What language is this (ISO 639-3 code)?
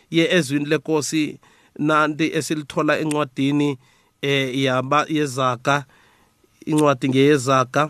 nbl